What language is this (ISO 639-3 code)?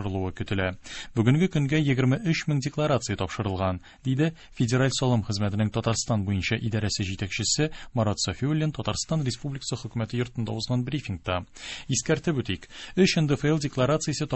tat